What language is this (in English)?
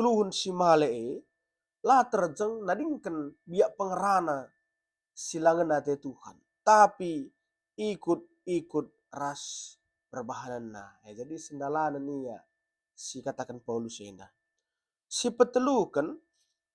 Batak Karo